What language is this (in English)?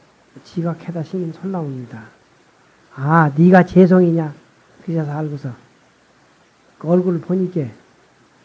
Korean